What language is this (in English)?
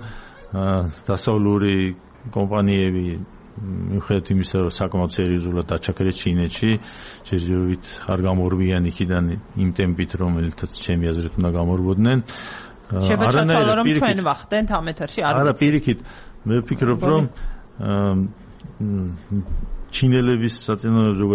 Georgian